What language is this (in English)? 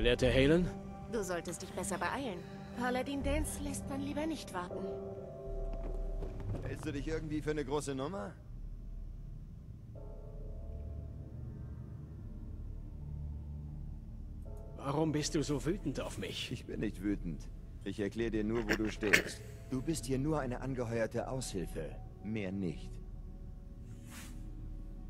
German